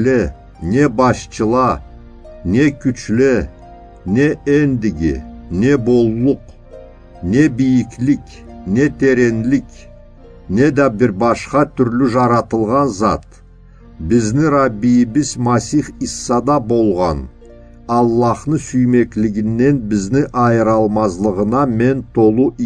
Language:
Karachay-Balkar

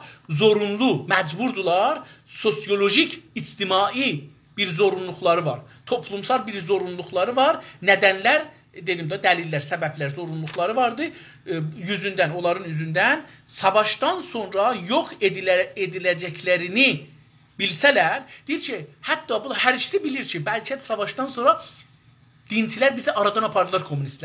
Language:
South Azerbaijani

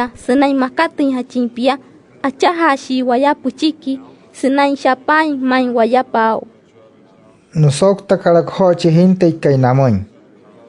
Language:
Wayuu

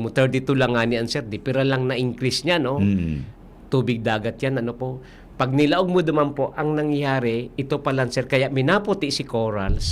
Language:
Bikol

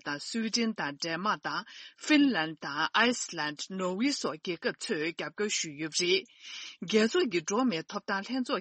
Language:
Tibetan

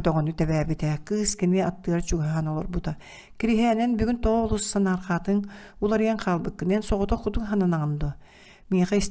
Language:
Yakut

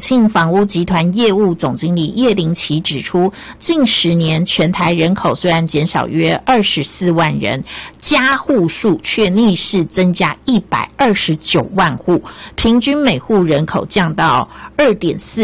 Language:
Chinese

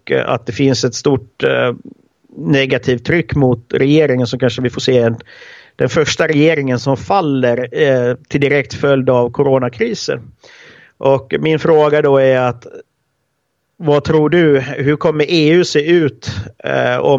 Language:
Swedish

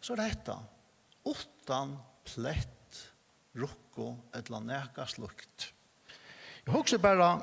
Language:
Faroese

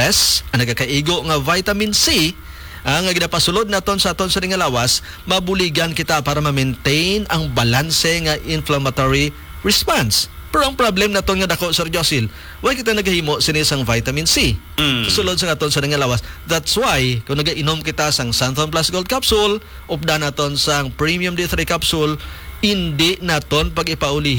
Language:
Hiligaynon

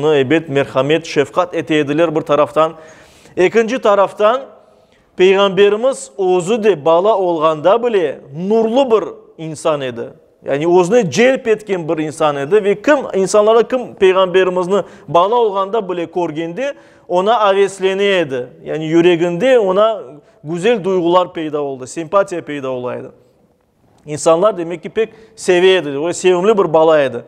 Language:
Crimean Tatar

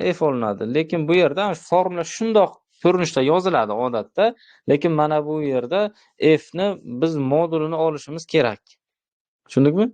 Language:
Uzbek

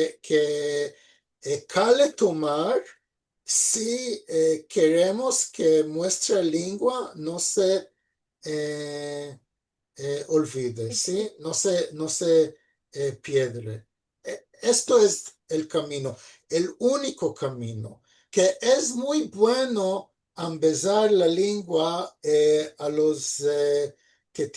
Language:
Ladino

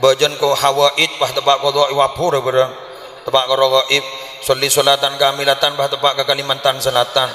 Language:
Madurese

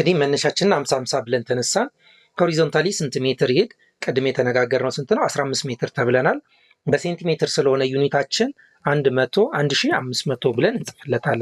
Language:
Amharic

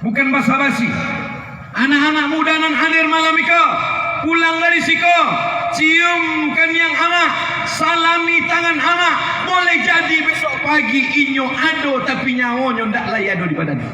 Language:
Minangkabau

